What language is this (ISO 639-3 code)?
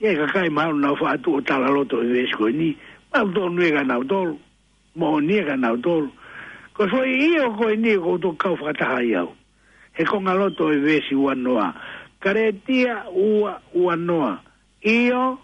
ton